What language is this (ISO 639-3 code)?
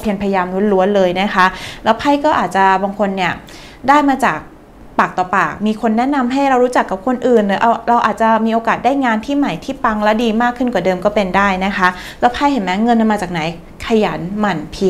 tha